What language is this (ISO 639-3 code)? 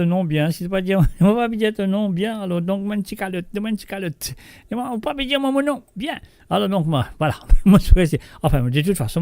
mfe